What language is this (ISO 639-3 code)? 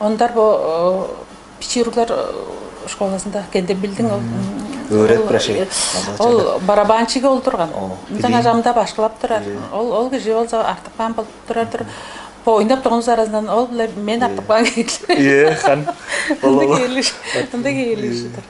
tyv